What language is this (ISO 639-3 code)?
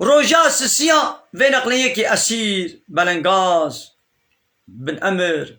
kur